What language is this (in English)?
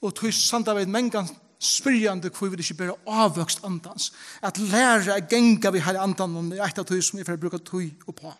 Faroese